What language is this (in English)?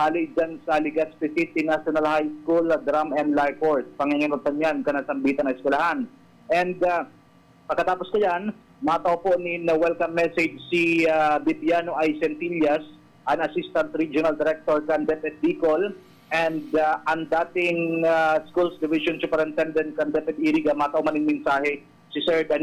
Bikol